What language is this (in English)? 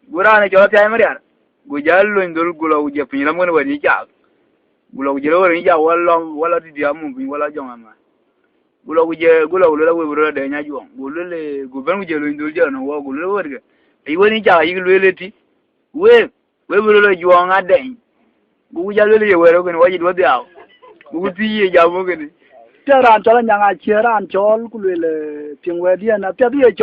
Dinka